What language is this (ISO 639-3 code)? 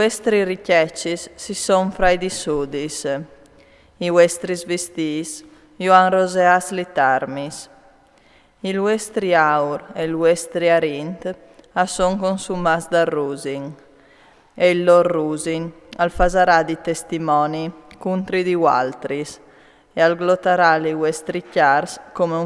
fur